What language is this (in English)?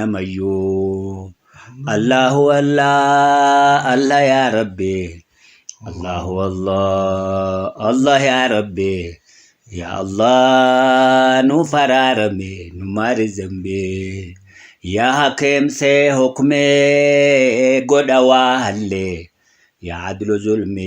Oromo